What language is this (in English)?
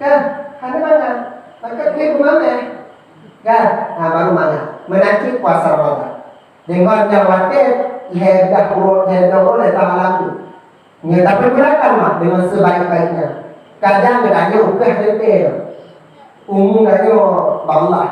Achinese